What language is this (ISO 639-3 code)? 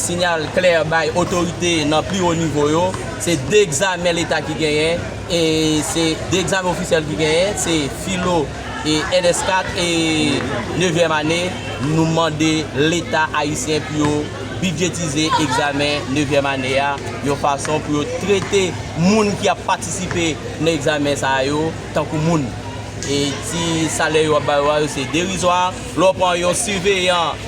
hat